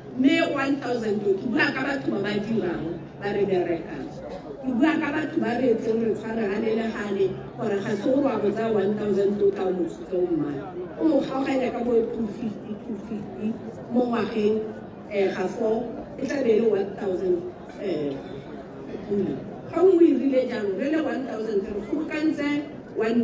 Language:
Tswana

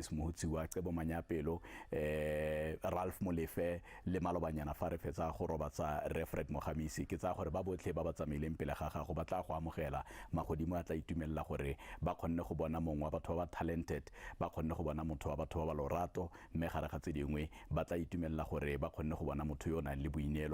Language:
Tswana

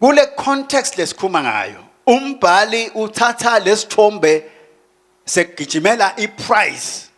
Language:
Swati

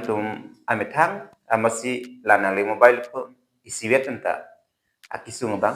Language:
Karbi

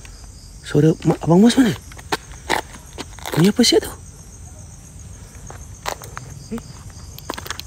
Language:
Malay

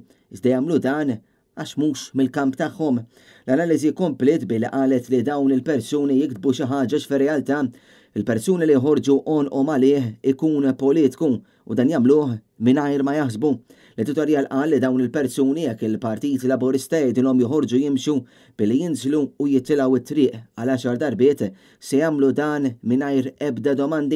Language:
Maltese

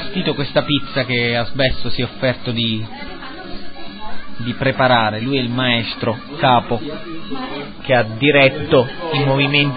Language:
Italian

